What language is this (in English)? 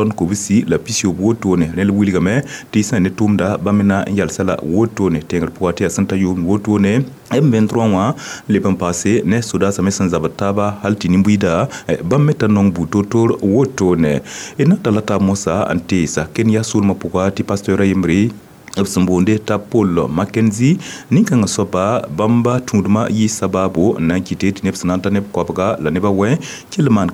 Mossi